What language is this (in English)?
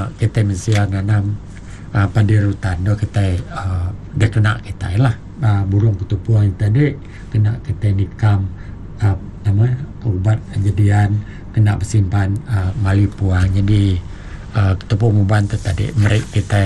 Malay